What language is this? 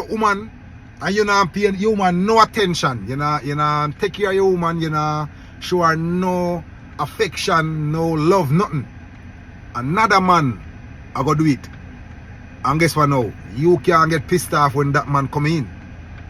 Jamaican Creole English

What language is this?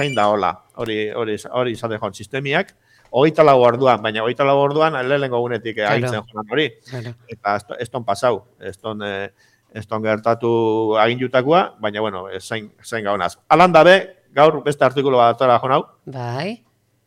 Basque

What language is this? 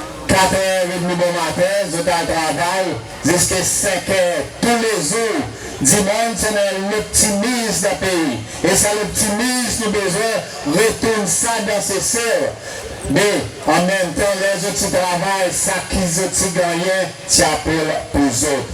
Seselwa Creole French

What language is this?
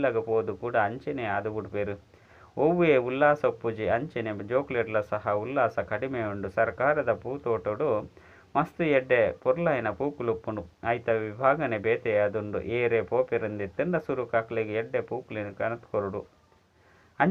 Tulu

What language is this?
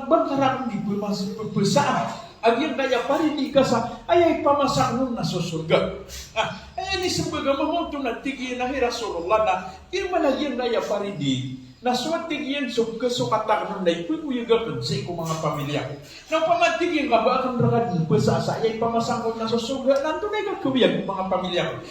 Maranao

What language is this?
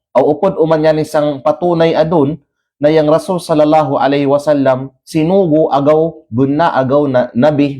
Kalagan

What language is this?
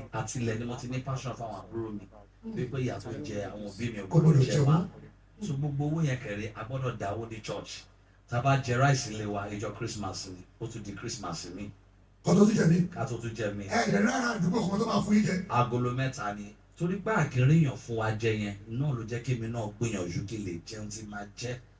Yoruba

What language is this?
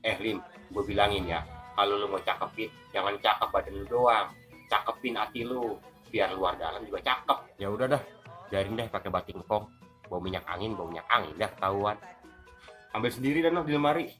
Betawi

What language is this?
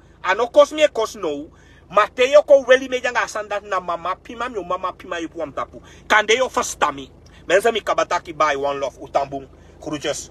Sranan Tongo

